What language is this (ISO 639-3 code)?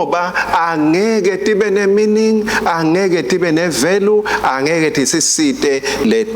ssw